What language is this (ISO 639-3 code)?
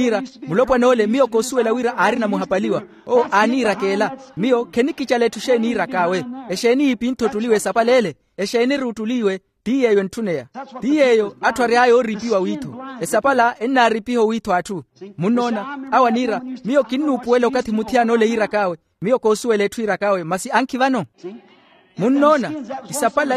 vmw